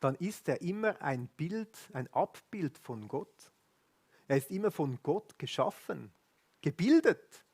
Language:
Swiss German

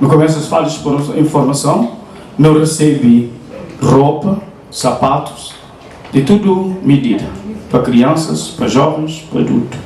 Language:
Kabuverdianu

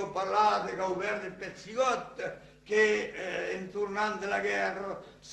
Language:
Occitan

